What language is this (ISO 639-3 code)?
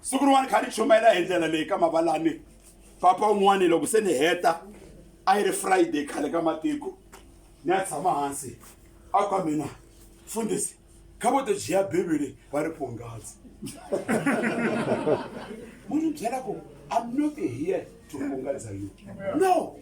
tso